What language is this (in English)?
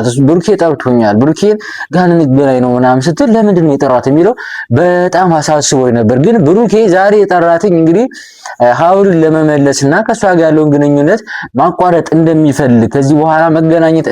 Amharic